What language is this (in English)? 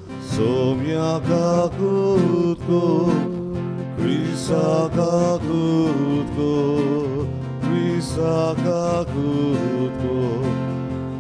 Konkani